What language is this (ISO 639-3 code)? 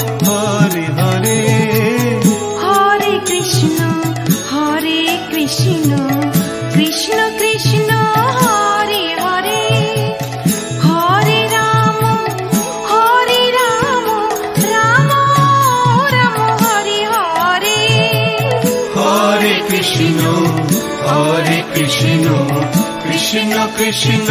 ben